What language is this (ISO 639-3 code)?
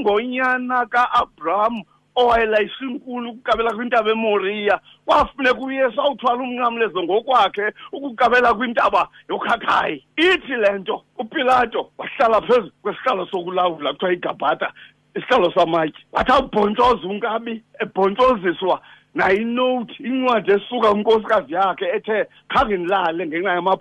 xho